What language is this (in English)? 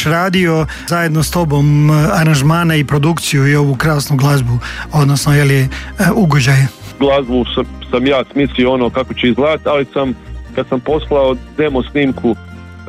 Croatian